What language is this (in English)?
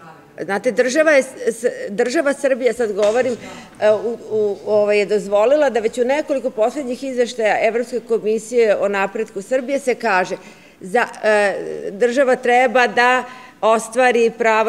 Serbian